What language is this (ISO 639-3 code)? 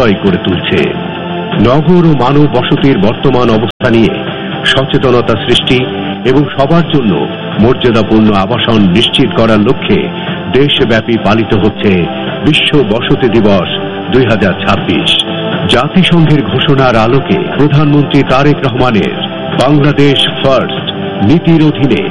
ben